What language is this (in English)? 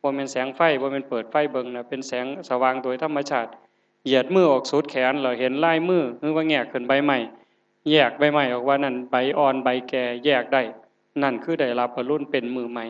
Northeastern Thai